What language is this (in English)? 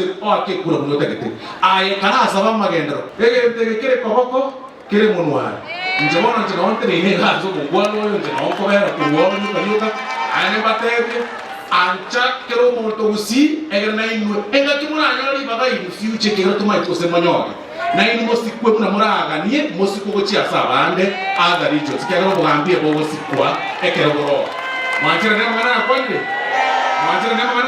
Gusii